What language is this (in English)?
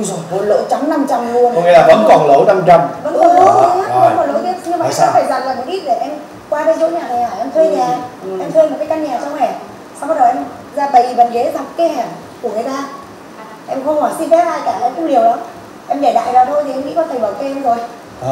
Vietnamese